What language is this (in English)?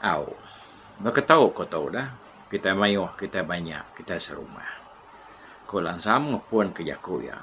Iban